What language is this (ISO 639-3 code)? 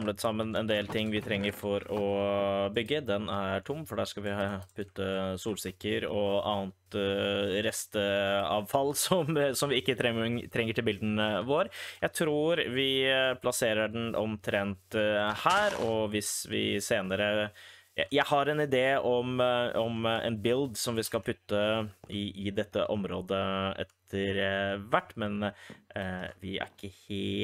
nor